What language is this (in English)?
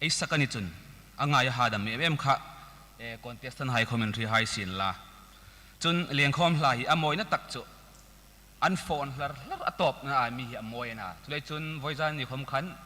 Hmar